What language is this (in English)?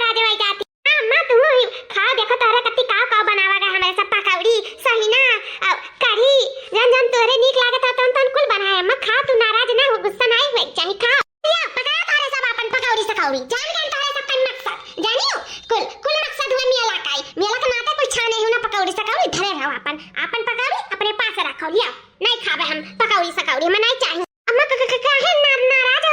Awadhi